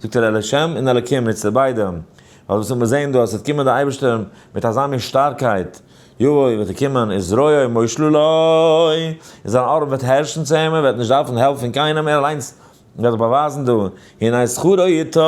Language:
Yiddish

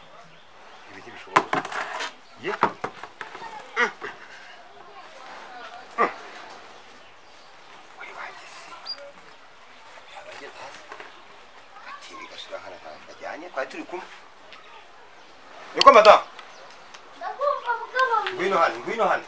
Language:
Kinyarwanda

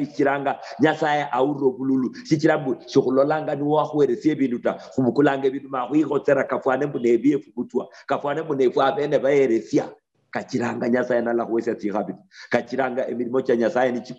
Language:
Luyia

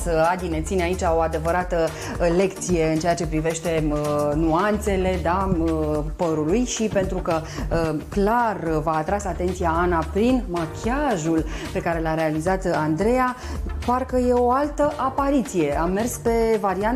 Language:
Romanian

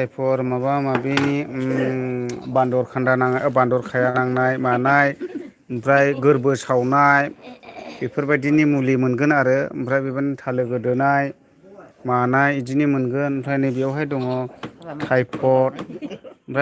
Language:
Bodo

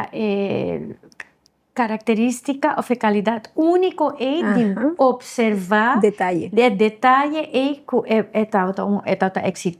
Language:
Papiamento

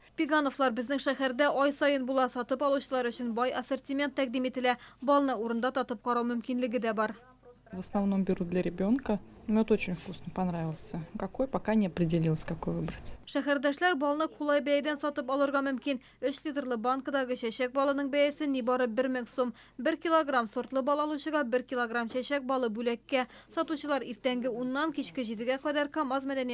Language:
Tatar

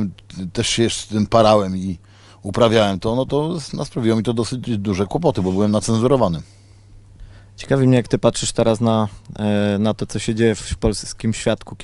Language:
Polish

